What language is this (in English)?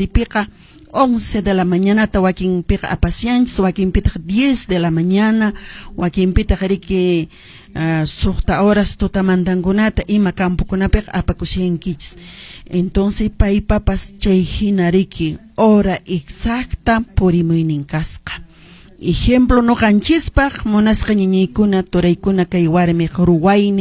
Quechua